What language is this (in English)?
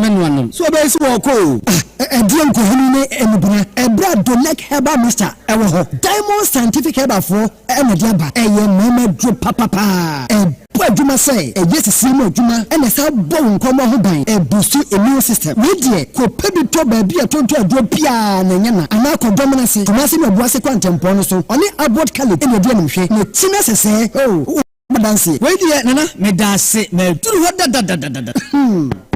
Akan